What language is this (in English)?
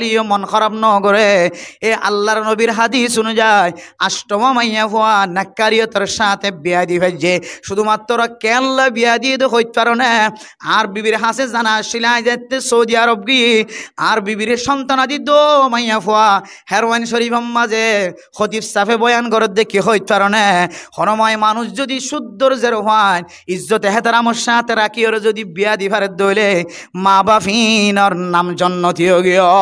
Rohingya